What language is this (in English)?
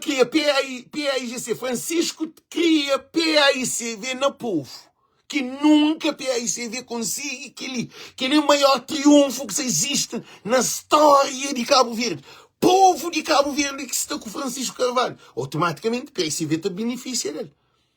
Kabuverdianu